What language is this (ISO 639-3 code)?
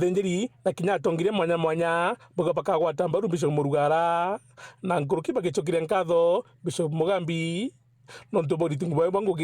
mer